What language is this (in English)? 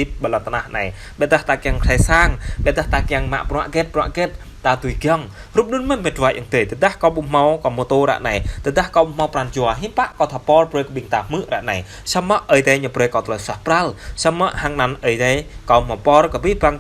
Jarai